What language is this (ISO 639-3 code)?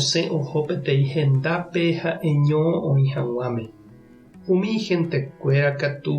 grn